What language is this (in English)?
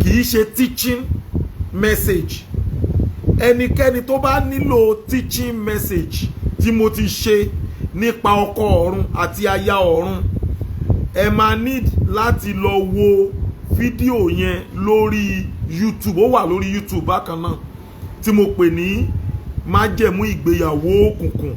Yoruba